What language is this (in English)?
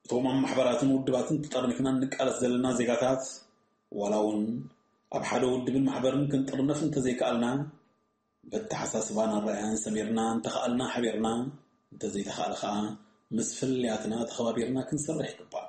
Tigrinya